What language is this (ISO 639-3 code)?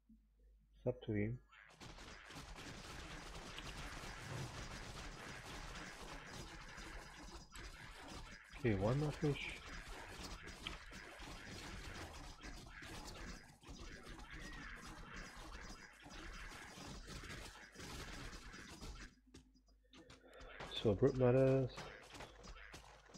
eng